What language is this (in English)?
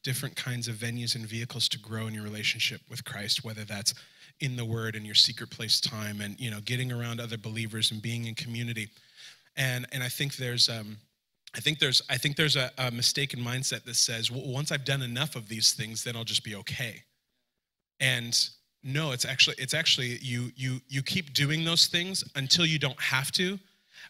English